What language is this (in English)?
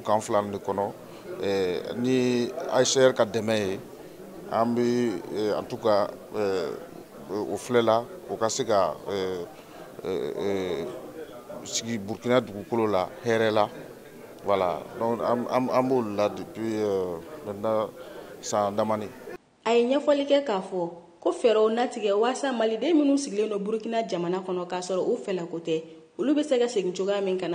Bambara